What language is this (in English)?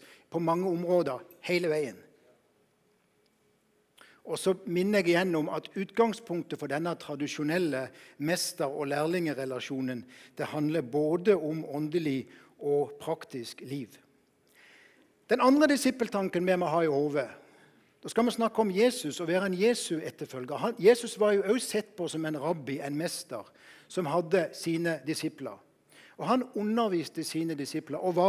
Norwegian